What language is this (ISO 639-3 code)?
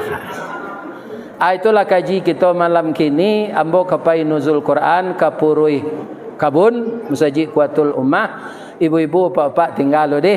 min